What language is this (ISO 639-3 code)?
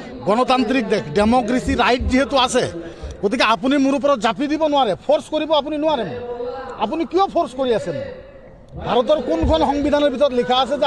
asm